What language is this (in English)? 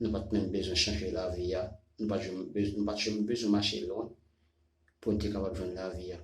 Haitian Creole